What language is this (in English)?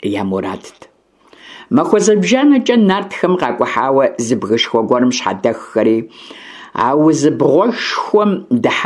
Kabardian